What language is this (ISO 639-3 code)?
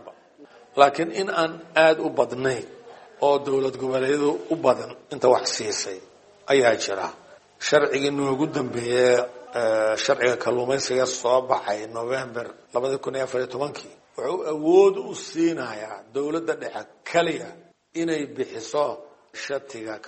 som